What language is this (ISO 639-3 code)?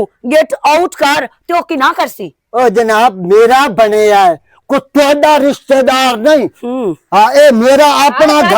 lah